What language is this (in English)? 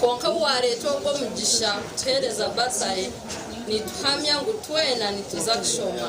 Nyankole